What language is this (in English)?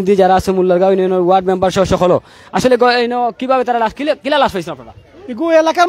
Sylheti